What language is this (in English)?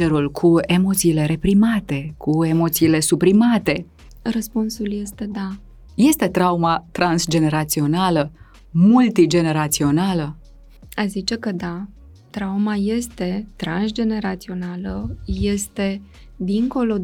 Romanian